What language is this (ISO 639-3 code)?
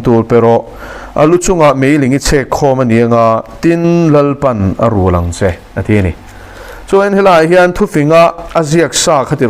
lus